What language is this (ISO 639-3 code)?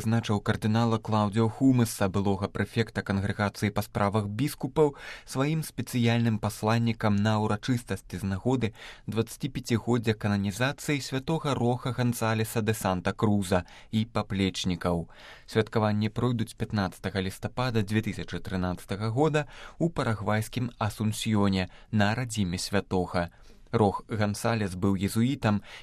bel